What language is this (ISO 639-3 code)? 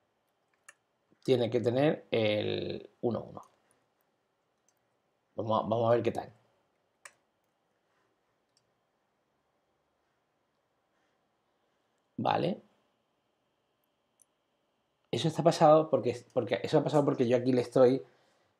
spa